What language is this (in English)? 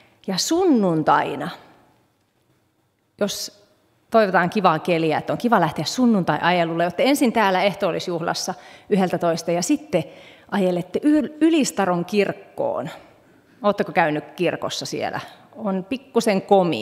Finnish